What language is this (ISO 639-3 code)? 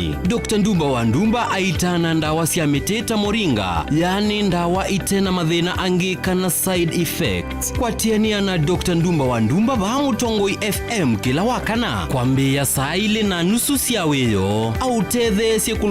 kam